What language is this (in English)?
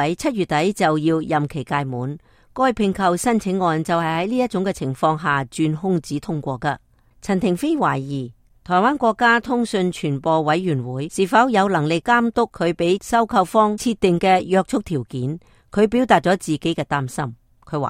Cantonese